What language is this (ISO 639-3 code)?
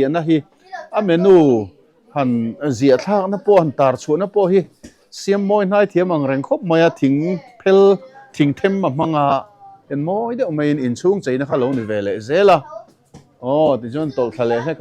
lus